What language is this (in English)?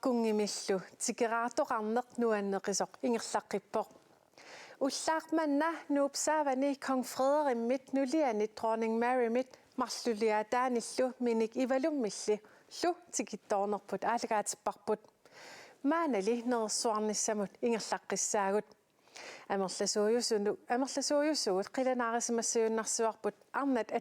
Kalaallisut